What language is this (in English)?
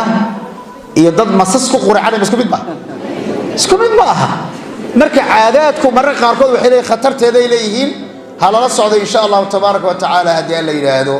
Somali